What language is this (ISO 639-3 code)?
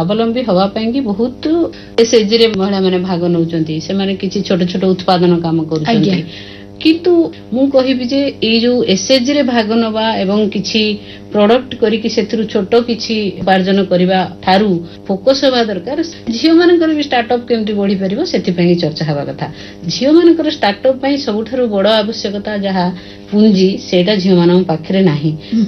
ori